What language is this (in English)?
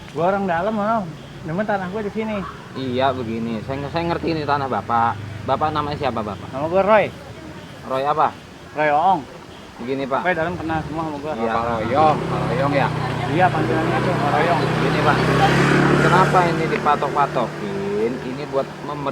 Betawi